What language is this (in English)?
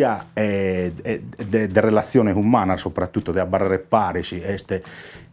Sardinian